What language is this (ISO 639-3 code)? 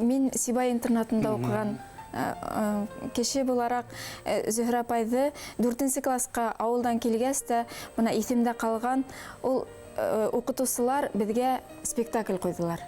bak